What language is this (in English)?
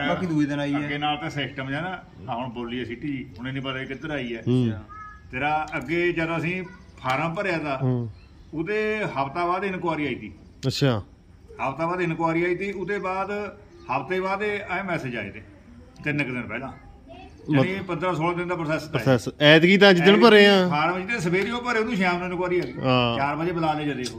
Punjabi